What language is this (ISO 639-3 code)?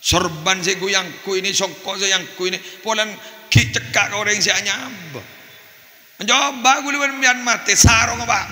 mad